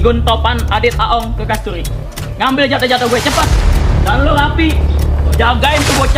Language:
Betawi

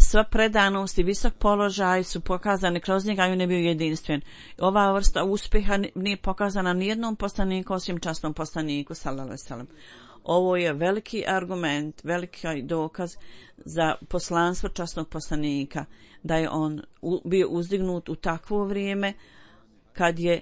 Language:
Bosnian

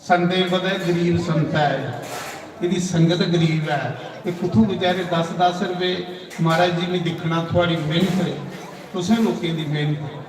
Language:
Dogri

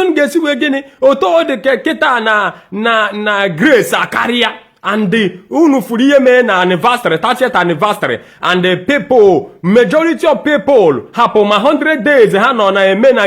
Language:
Igbo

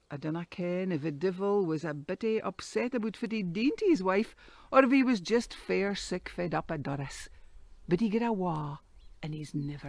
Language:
Scots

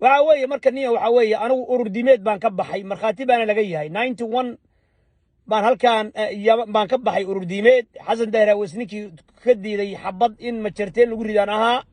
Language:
Somali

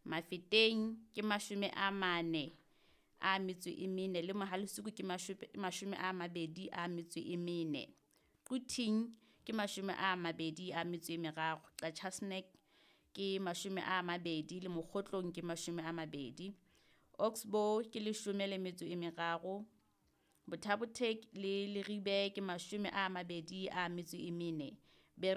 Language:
Southern Sotho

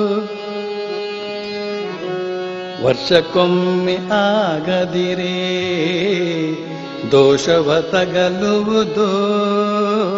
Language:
Kannada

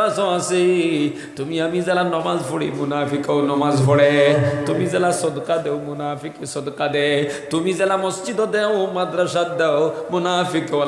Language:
Sylheti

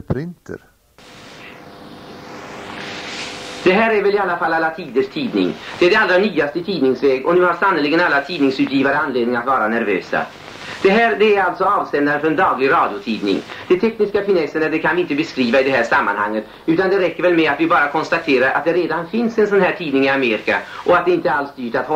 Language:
Swedish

